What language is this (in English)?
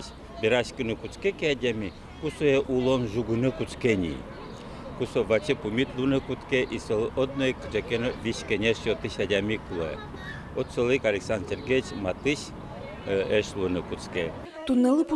Udmurt